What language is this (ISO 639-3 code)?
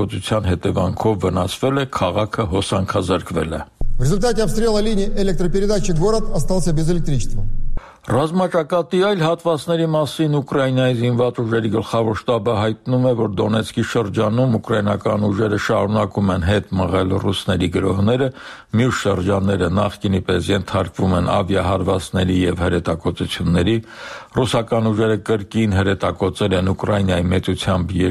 hye